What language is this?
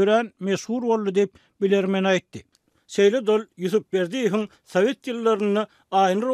Turkmen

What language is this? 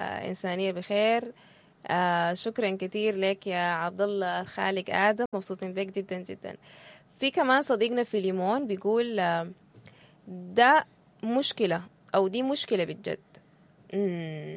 Sudanese Arabic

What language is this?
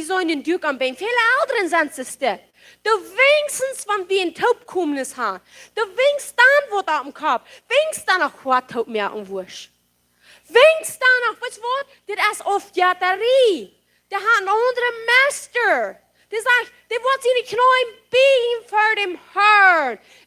Plautdietsch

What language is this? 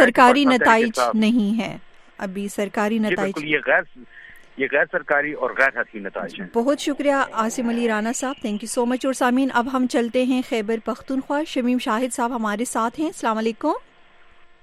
Urdu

